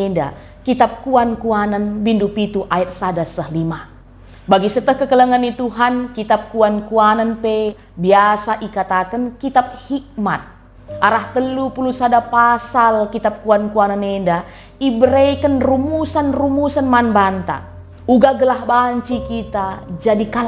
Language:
Batak Karo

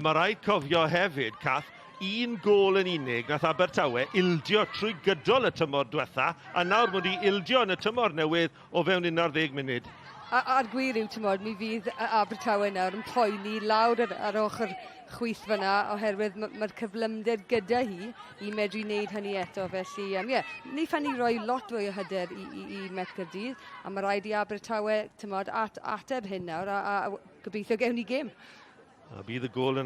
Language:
Welsh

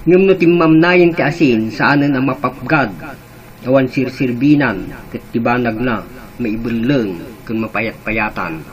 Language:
Iloko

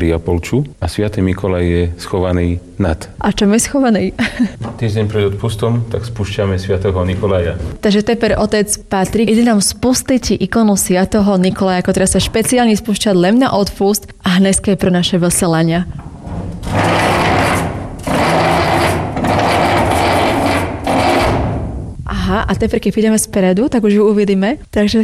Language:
Slovak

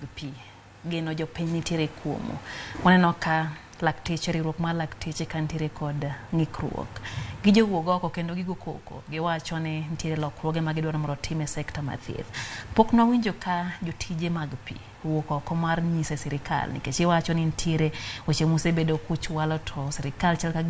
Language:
Luo (Kenya and Tanzania)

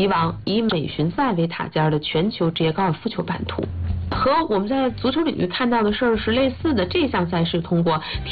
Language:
Chinese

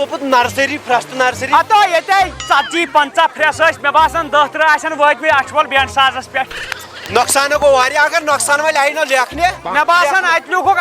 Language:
Kashmiri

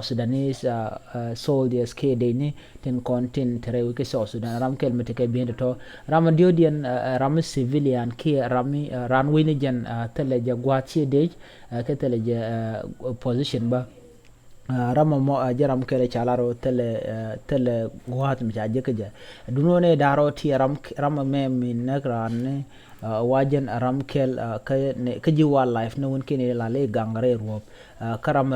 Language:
Nuer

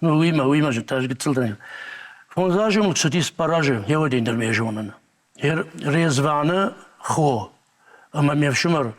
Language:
Ossetic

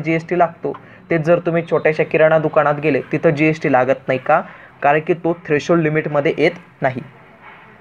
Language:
Marathi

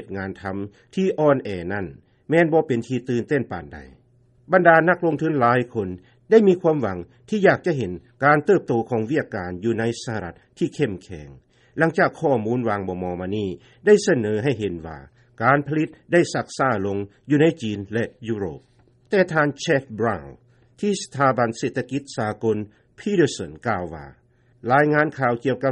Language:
Lao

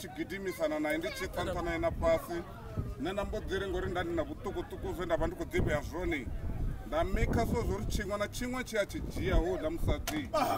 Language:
Venda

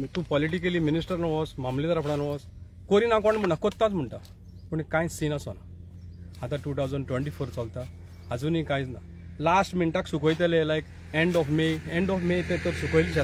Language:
Konkani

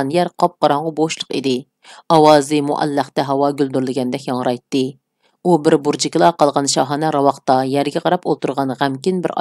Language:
Uyghur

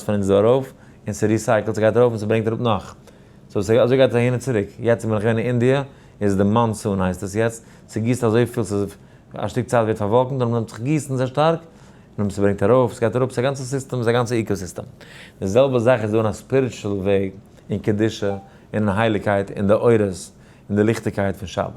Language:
Yiddish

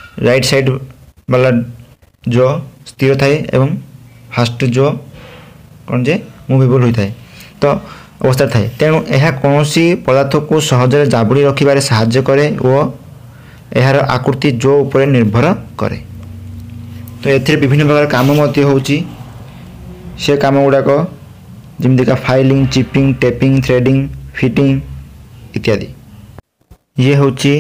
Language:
Odia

